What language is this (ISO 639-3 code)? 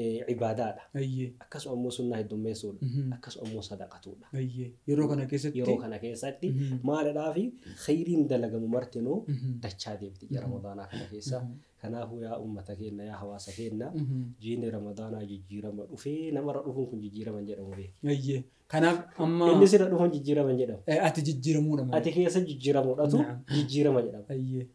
orm